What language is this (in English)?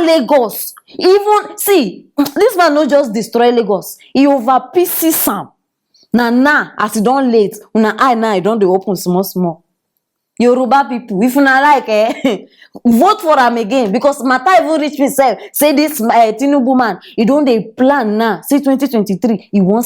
Nigerian Pidgin